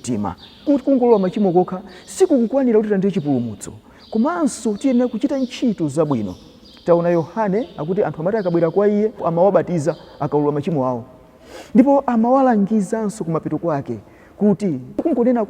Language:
Nyanja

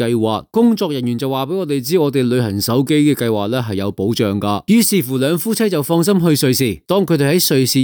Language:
Cantonese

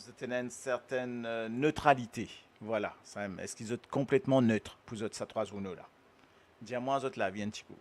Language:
Morisyen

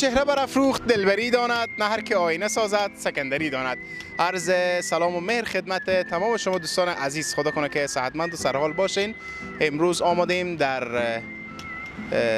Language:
Persian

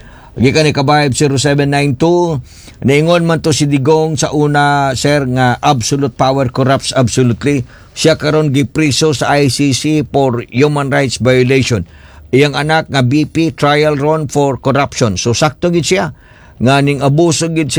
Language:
Cebuano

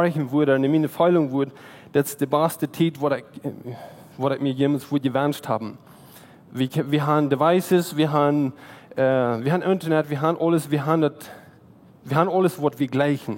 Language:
Plautdietsch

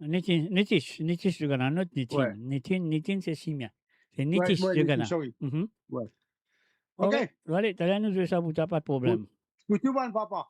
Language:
Morisyen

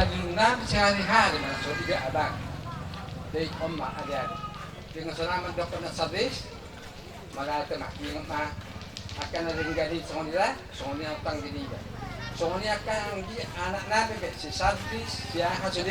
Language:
Batak Toba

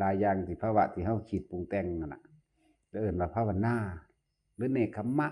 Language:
Northeastern Thai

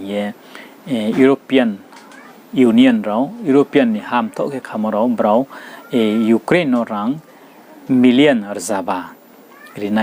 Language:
Riang (India)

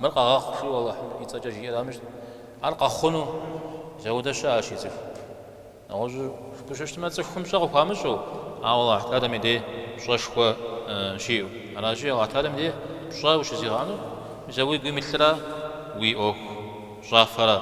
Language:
Kabardian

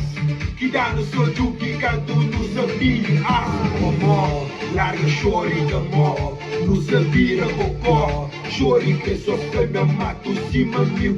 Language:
Kabuverdianu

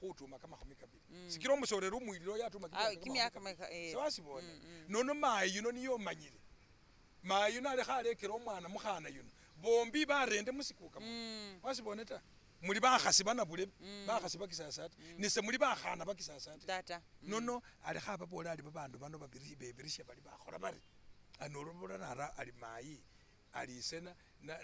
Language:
Masaaba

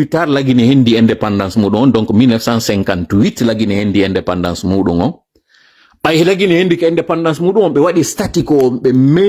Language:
Fula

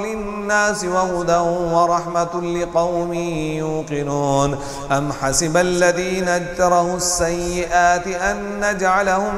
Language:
Arabic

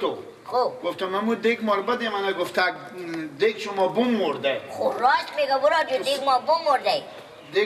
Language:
Persian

